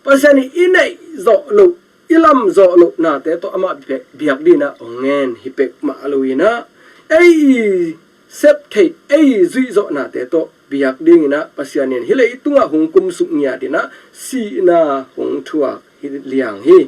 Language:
Tedim Chin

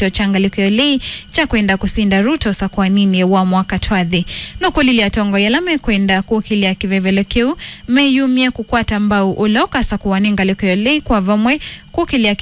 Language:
Kamba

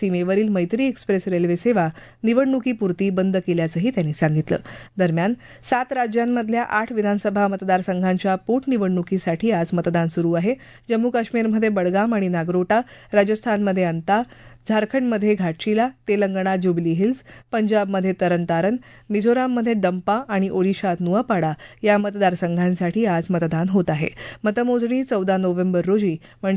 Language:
Marathi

